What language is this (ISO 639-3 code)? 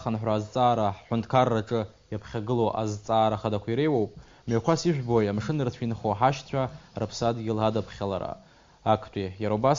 abk